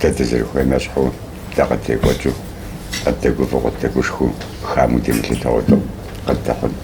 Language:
Kabardian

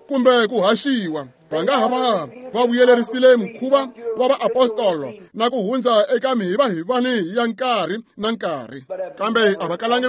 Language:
Tsonga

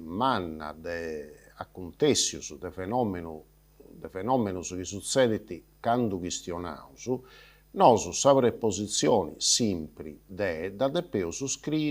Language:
Sardinian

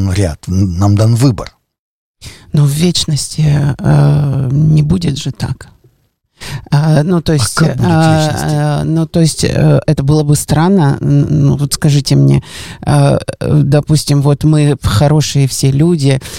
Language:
Russian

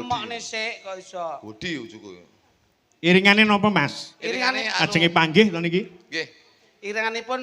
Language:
Javanese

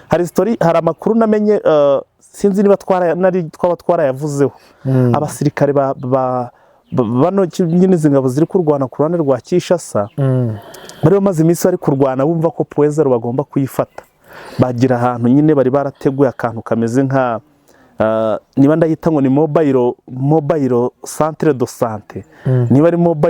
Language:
Kinyarwanda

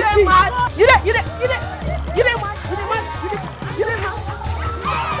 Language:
Nigerian Pidgin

